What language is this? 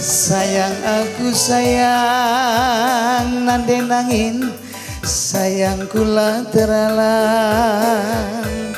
Batak Karo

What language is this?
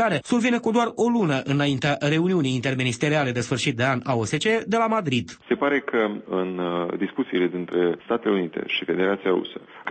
Romanian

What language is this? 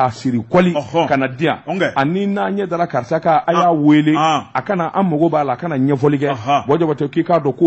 Bambara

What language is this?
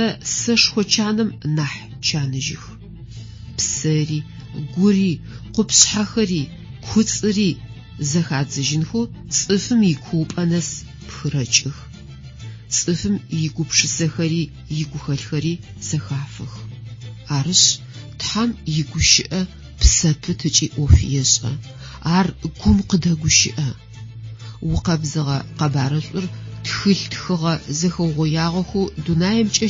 Adyghe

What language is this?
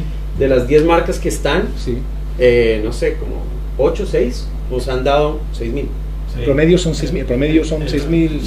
Spanish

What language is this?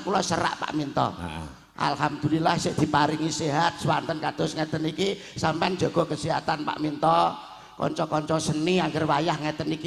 Javanese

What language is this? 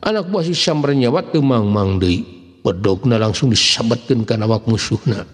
Sundanese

